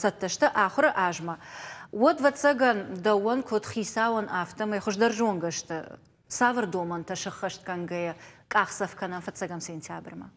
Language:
Ossetic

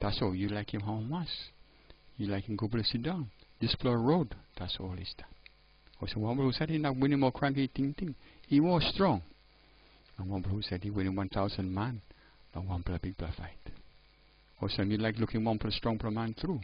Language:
Tok Pisin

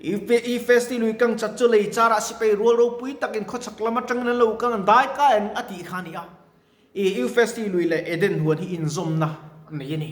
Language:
Mizo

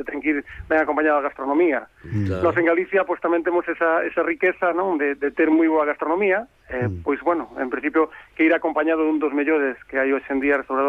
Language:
Galician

